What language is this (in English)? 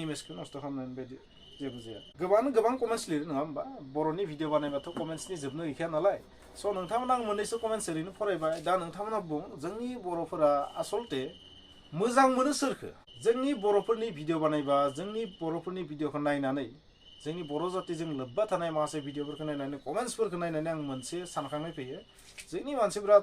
Bodo